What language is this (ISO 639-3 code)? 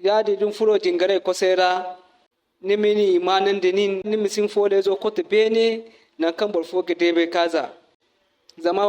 dje